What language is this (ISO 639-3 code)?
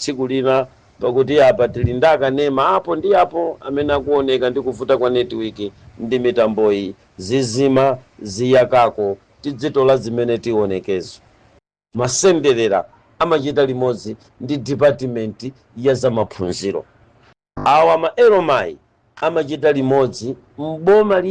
nya